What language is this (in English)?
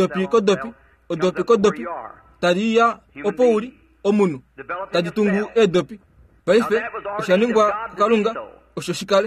Kuanyama